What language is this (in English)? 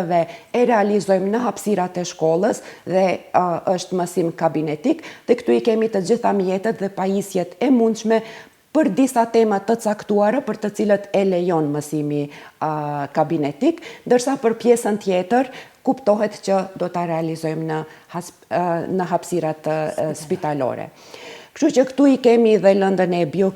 Albanian